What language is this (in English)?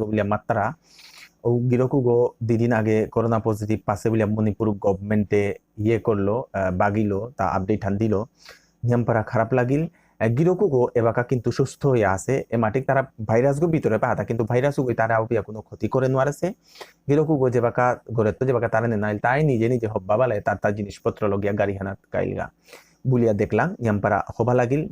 Bishnupriya